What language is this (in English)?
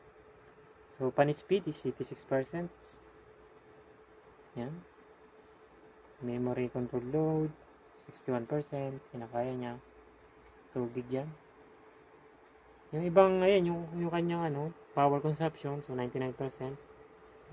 Filipino